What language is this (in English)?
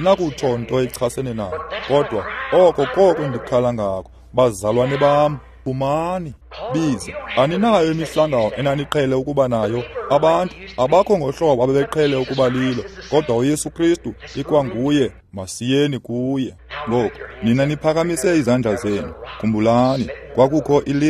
Xhosa